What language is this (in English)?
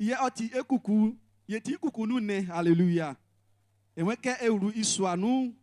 Baoulé